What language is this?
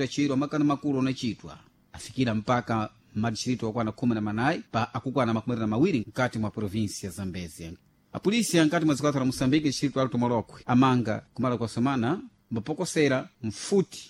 Sena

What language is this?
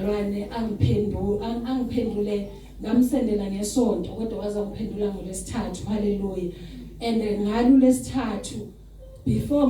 Zulu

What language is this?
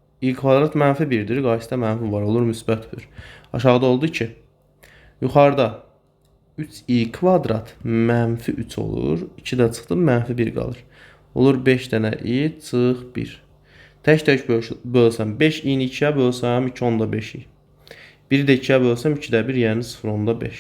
Azerbaijani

